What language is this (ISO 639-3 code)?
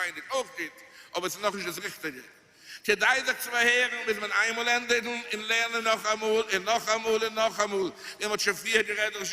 yid